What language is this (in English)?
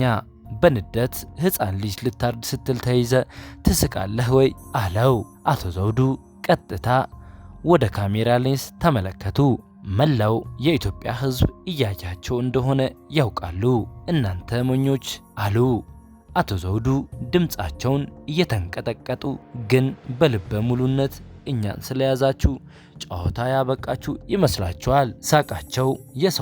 Amharic